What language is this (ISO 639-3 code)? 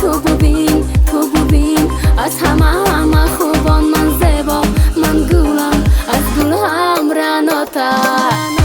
tgk